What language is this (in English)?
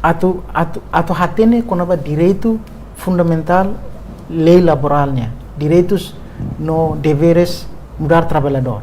Tetum